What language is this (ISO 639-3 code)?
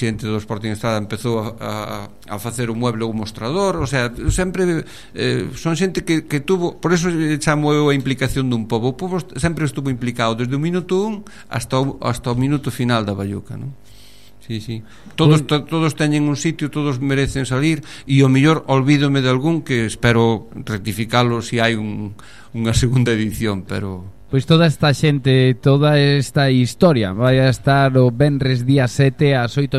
glg